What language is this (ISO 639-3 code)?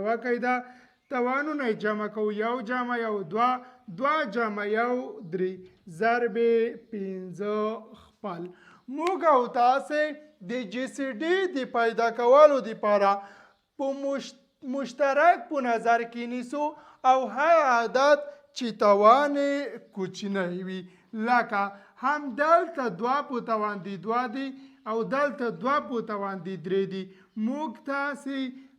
pus